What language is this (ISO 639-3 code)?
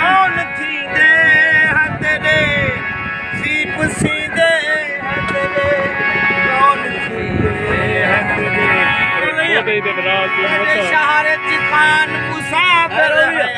skr